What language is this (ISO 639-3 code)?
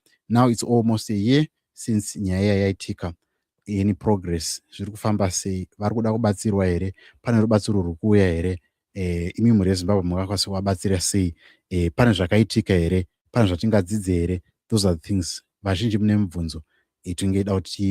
sna